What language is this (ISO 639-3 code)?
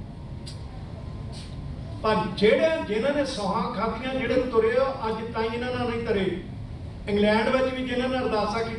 pan